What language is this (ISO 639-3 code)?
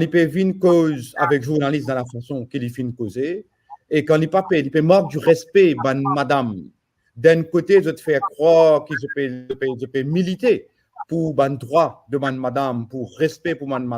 mfe